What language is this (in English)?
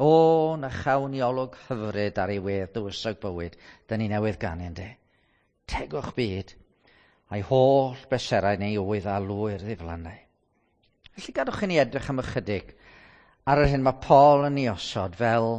Welsh